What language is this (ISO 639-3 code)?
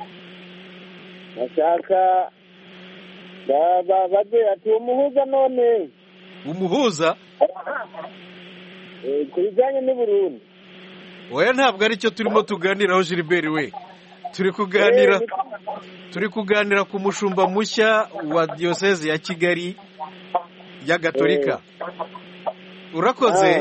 kin